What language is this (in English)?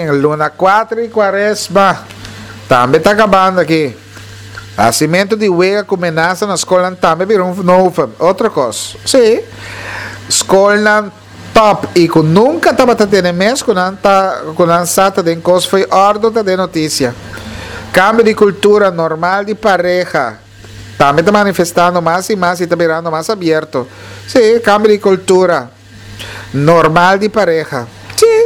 Papiamento